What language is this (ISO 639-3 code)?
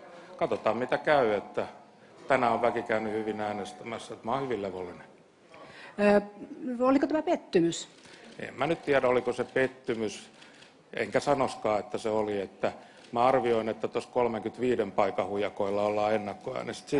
fin